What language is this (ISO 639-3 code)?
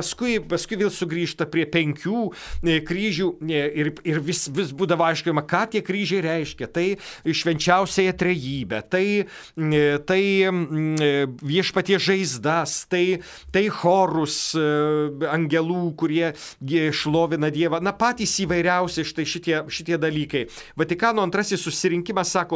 lit